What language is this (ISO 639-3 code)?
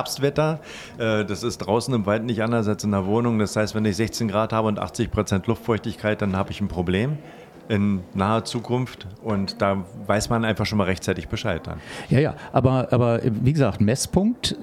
deu